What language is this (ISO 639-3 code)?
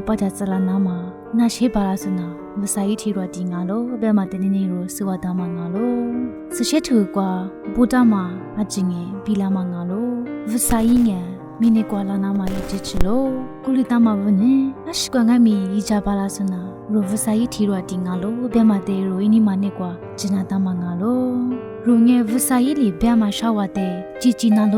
lis